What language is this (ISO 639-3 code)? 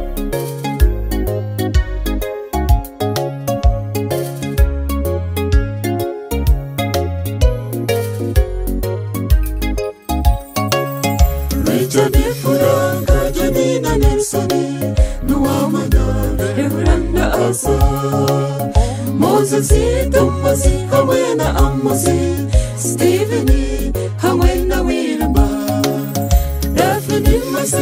kin